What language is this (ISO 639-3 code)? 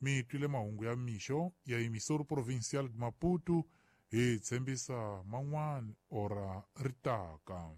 tso